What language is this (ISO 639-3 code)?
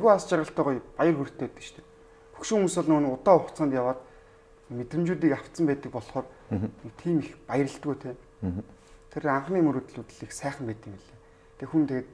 mon